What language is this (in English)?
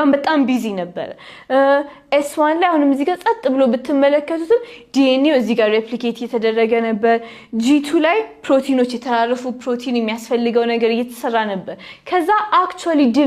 Amharic